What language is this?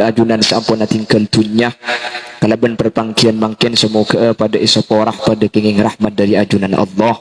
Madurese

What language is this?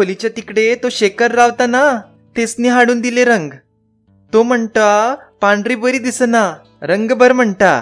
Konkani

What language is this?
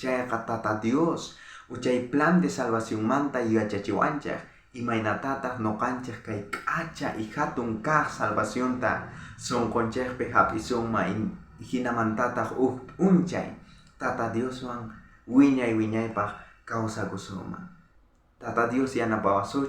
South Bolivian Quechua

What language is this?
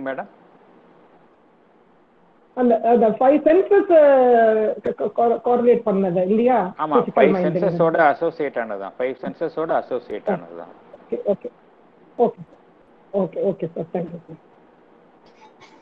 Tamil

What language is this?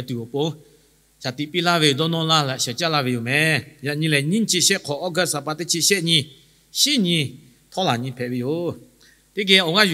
Lahu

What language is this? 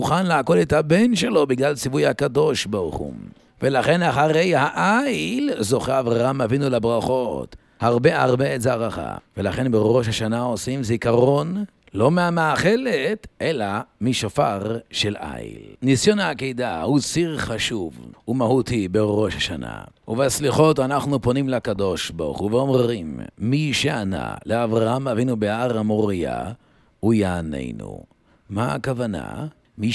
Hebrew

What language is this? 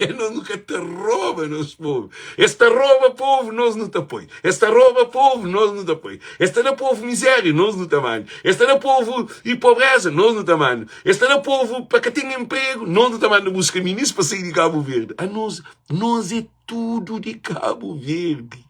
Kabuverdianu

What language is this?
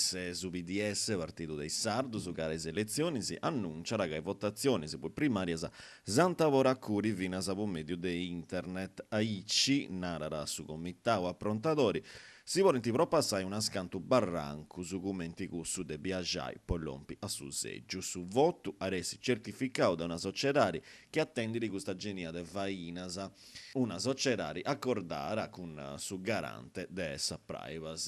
Sardinian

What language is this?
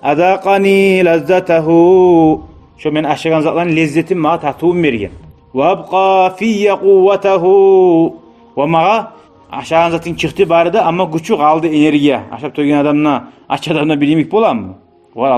Kumyk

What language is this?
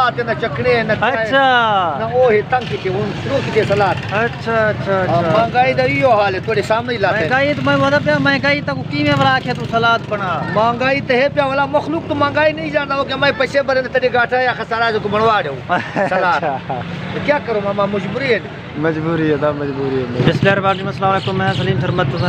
Saraiki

